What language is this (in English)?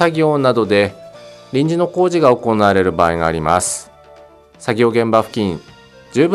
Japanese